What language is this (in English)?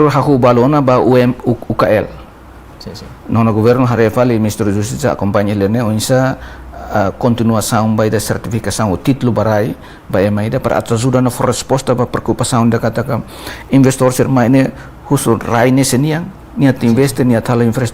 Tetum